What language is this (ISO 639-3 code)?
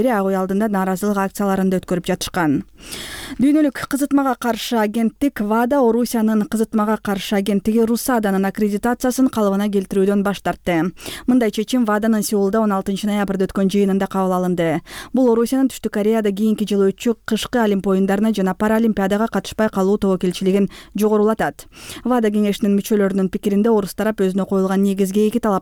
kir